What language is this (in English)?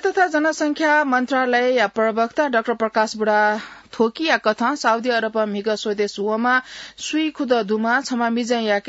Newari